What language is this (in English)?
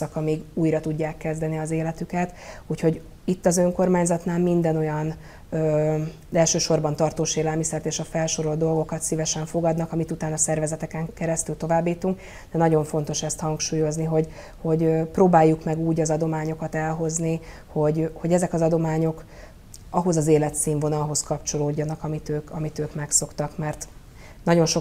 Hungarian